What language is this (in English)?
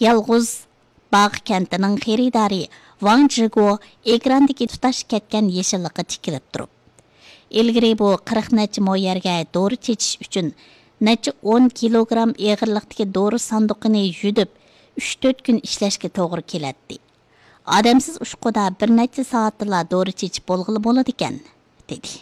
Uyghur